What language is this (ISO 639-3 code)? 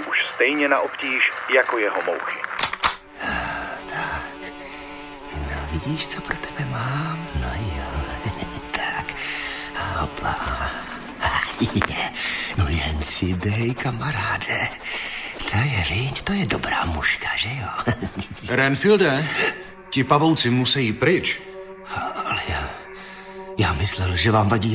ces